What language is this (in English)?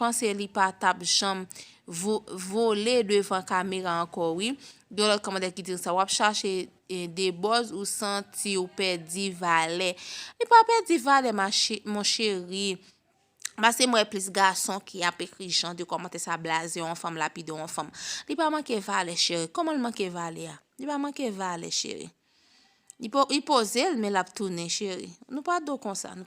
Haitian Creole